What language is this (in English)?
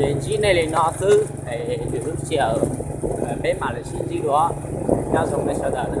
Hmong